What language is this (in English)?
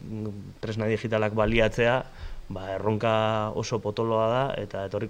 Basque